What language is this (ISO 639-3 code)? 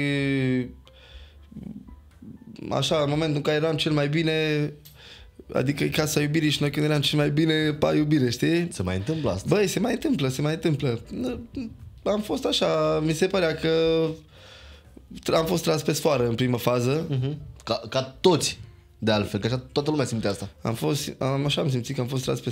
ron